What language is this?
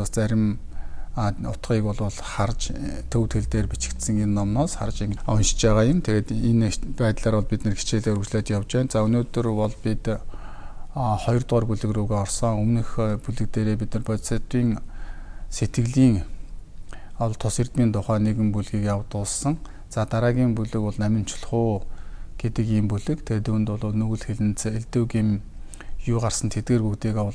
Mongolian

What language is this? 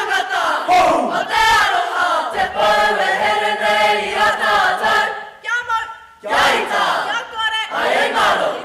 Māori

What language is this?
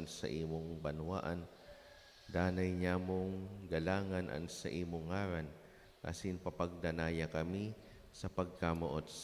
Bikol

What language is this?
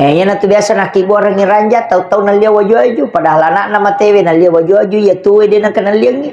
Buginese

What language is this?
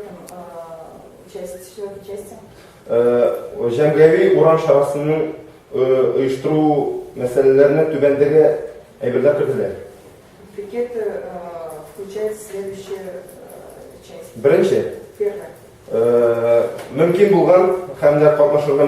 Tatar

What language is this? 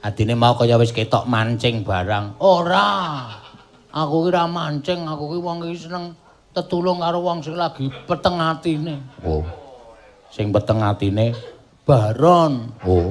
Javanese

